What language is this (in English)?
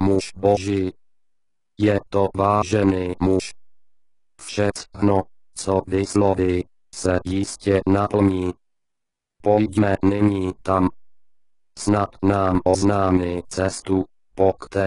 Czech